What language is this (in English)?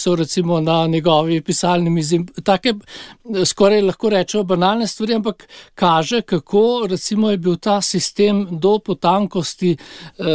Slovenian